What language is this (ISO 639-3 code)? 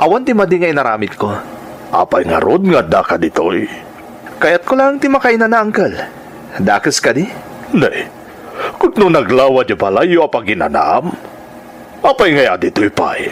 ilo